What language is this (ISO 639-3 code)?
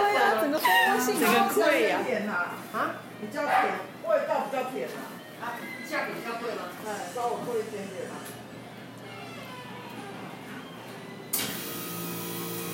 zho